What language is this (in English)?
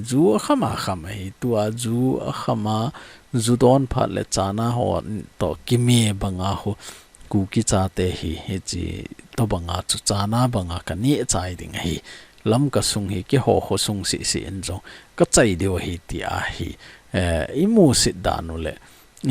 Thado Chin